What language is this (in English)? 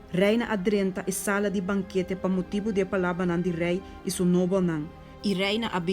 Papiamento